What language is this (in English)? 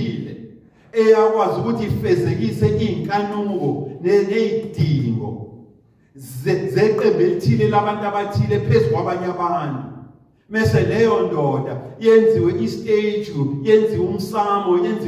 Zulu